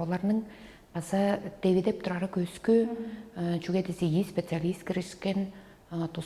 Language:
Tuvinian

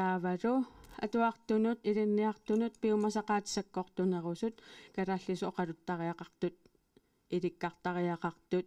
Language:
Kalaallisut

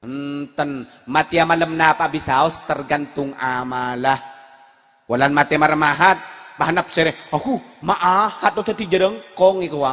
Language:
Madurese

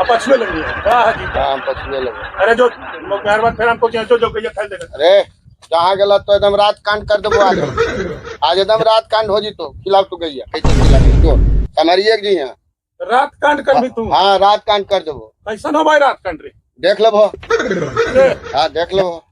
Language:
Magahi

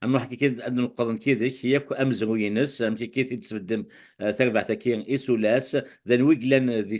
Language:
Kabyle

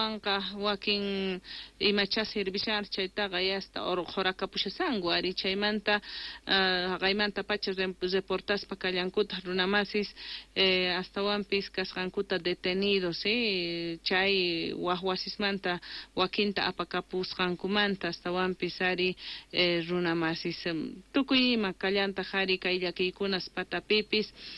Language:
Quechua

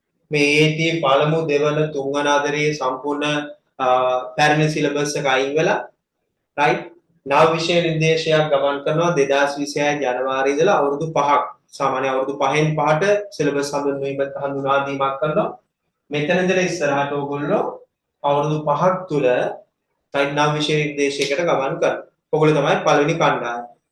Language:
Sinhala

